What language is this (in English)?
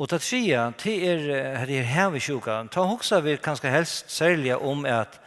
Faroese